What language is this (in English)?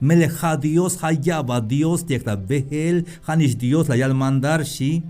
Tzeltal